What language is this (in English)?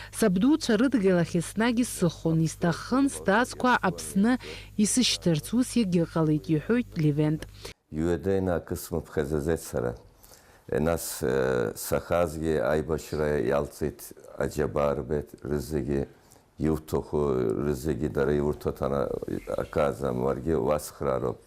Abkhazian